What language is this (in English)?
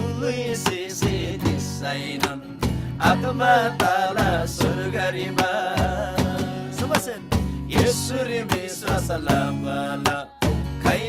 Eastern Tamang